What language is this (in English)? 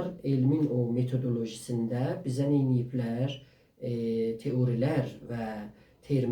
South Azerbaijani